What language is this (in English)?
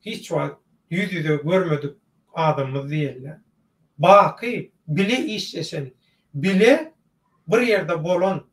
Turkmen